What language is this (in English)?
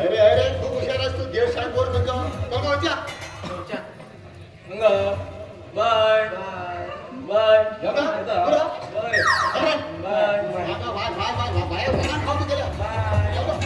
Konkani